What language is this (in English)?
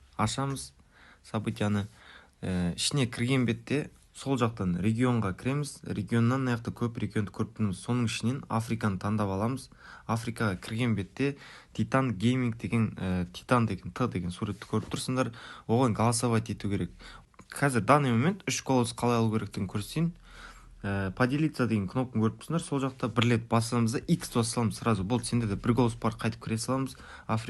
Kara-Kalpak